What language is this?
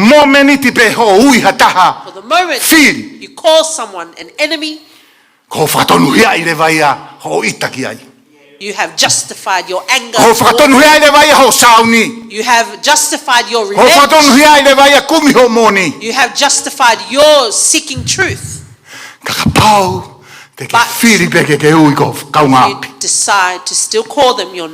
Tongan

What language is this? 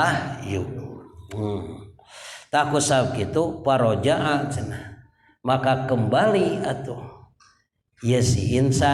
Sundanese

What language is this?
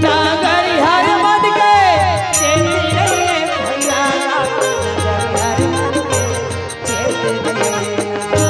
Chhattisgarhi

